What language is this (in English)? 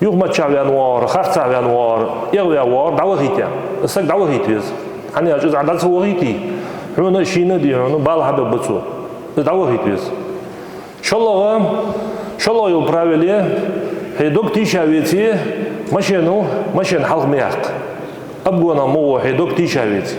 Ingush